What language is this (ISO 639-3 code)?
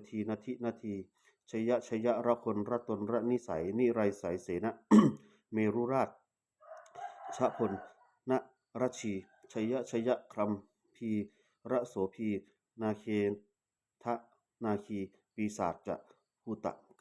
pli